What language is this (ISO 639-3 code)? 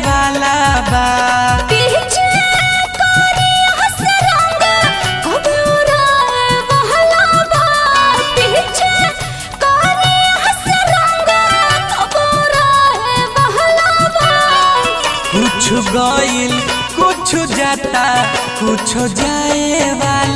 bho